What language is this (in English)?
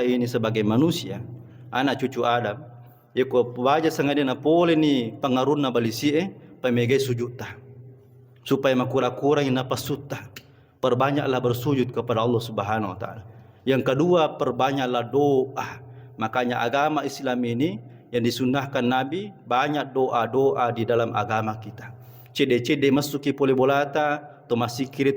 Buginese